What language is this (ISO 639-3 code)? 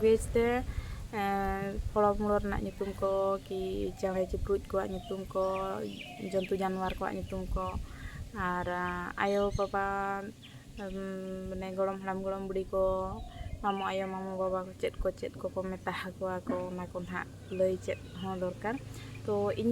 sat